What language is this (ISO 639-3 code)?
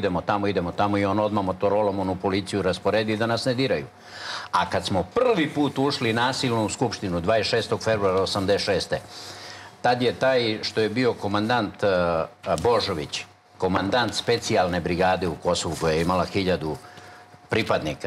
srp